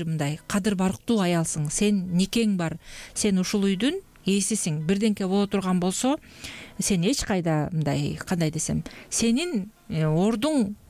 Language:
Kyrgyz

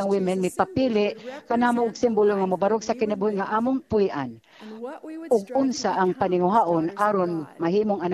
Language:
Cebuano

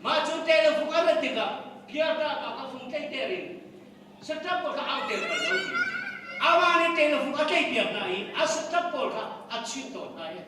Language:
Hakha Chin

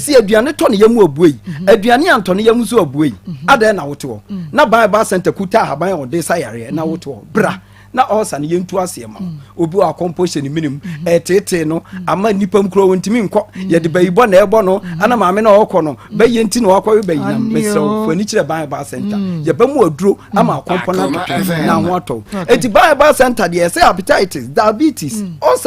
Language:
Akan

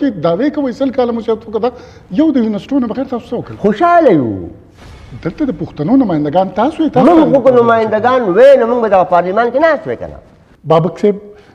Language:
Pashto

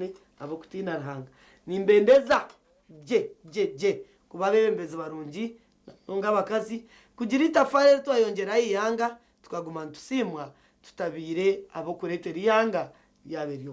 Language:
Nyankole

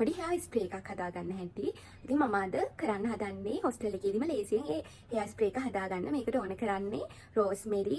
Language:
Sinhala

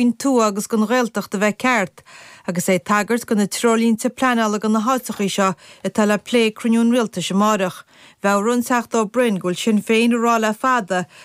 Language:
Irish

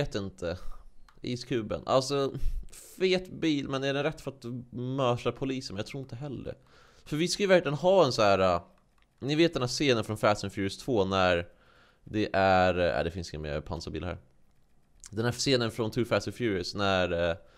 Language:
Swedish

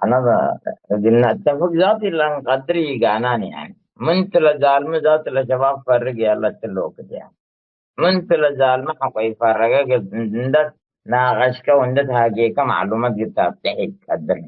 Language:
Tigre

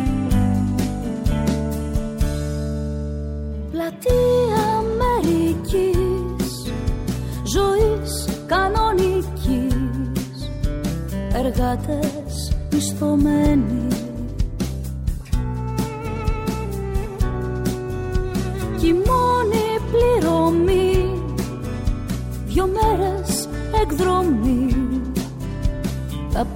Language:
Greek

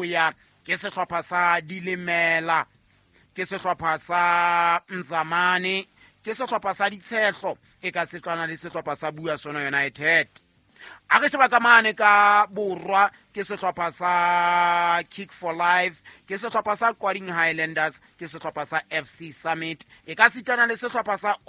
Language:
Southern Sotho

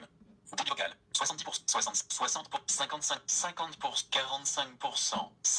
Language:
French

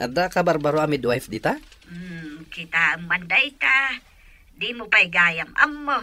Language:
Iloko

